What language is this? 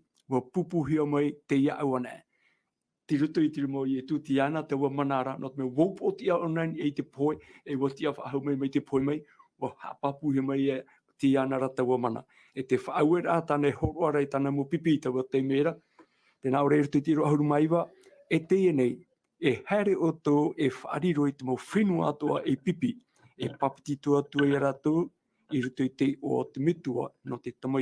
Tahitian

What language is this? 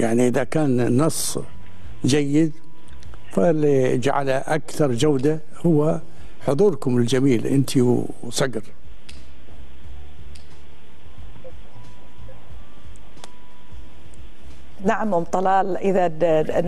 Gulf Arabic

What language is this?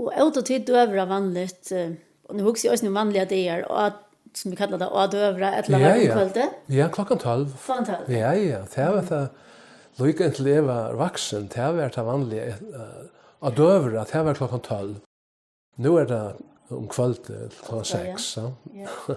Faroese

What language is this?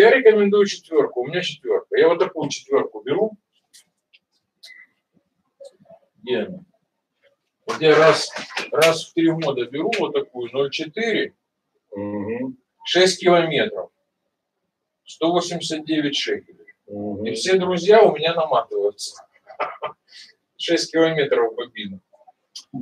Russian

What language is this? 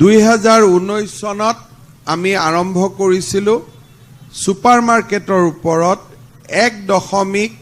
Assamese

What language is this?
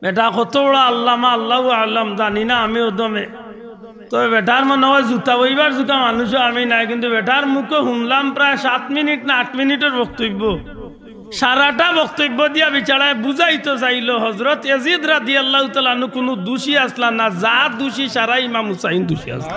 Sylheti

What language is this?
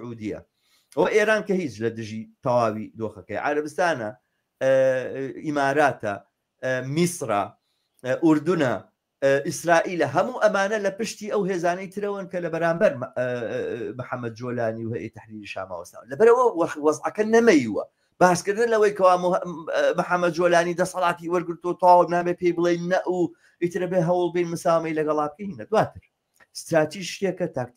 Central Kurdish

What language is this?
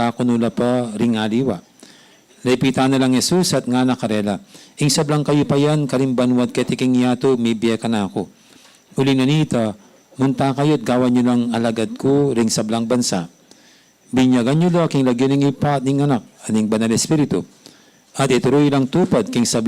Pampanga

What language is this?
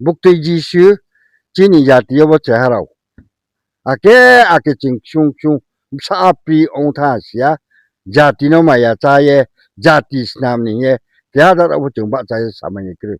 Riang (India)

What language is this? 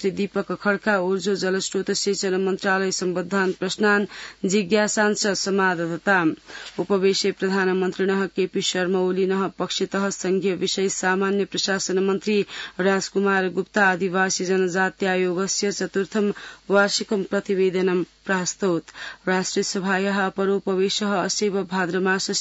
Sanskrit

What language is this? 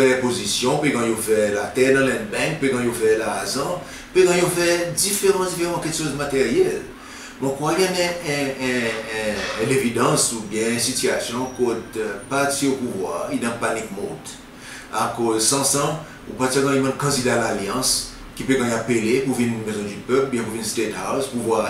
Seselwa Creole French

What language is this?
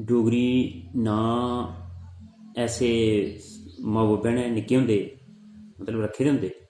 Dogri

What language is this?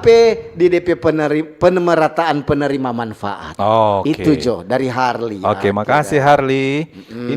Manado Malay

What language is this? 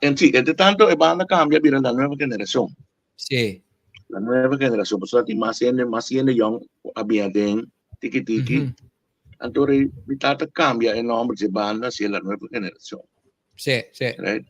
Papiamento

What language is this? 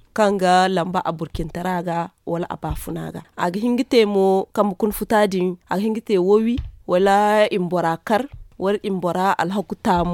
Zarma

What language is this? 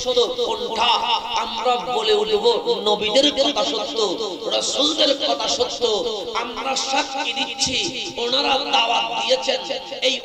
Bangla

